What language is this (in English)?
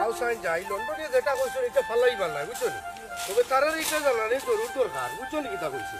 Sylheti